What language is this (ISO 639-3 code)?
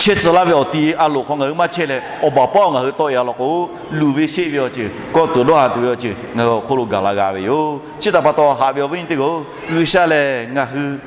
lhu